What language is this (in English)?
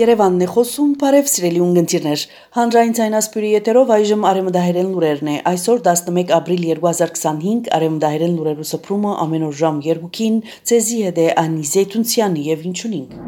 Armenian